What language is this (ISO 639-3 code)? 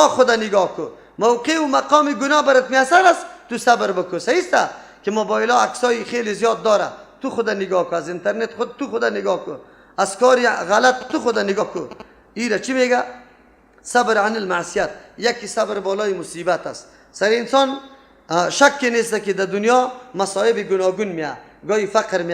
fas